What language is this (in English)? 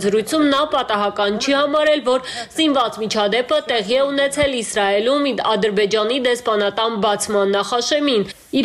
Armenian